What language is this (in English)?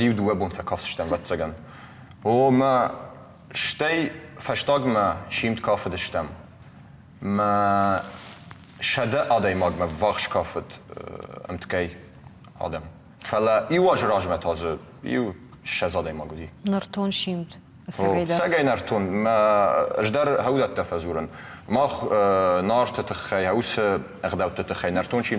Ossetic